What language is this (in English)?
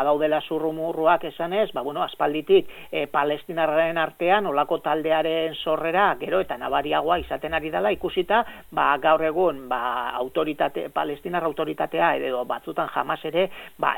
Basque